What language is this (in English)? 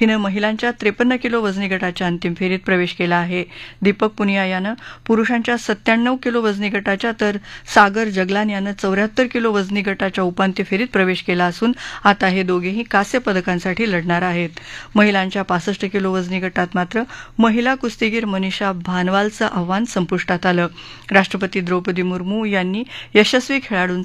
Marathi